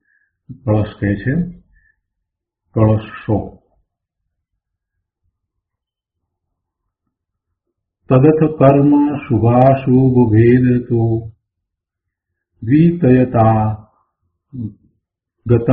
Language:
Gujarati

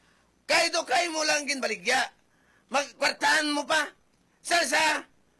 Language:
Hiligaynon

